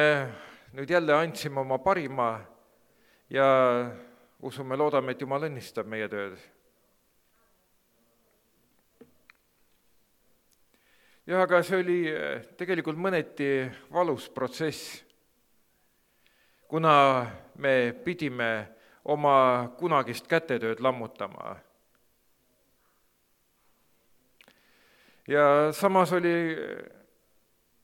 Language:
Estonian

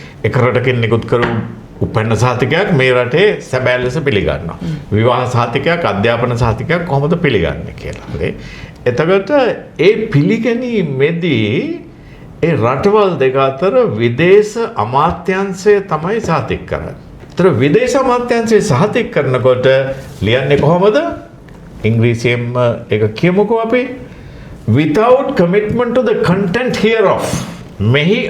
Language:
Sinhala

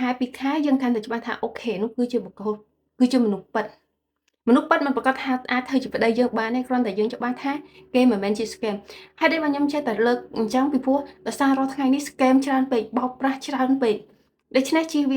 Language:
Khmer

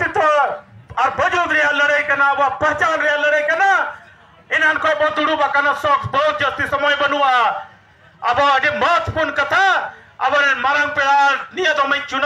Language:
Santali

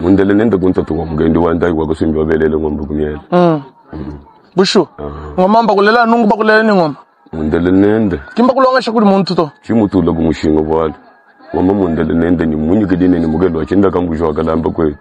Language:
Luba-Lulua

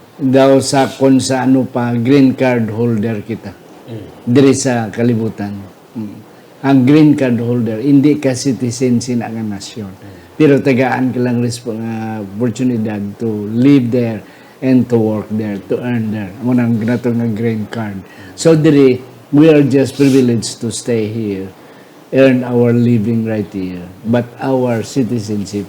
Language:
Hiligaynon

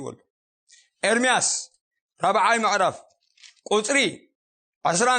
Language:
Tigrinya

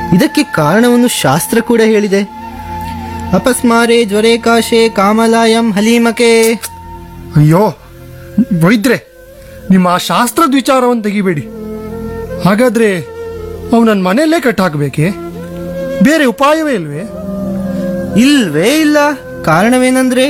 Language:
Kannada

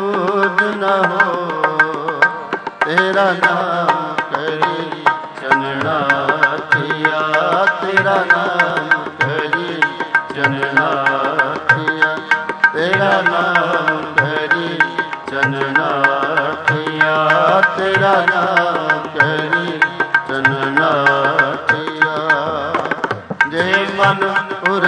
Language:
Punjabi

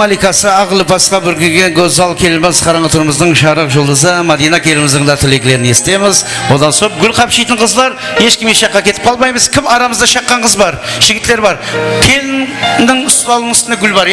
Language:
Kara-Kalpak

